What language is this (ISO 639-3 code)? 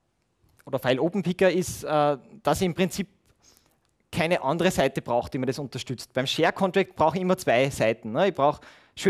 deu